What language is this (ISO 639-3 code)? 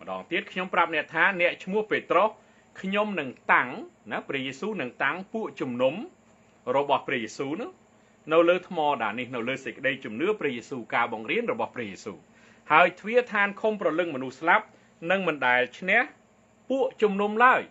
khm